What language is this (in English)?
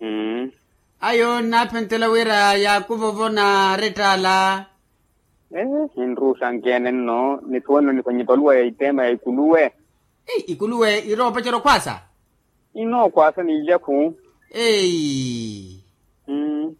Makhuwa